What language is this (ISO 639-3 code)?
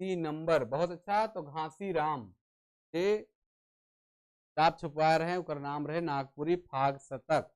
sck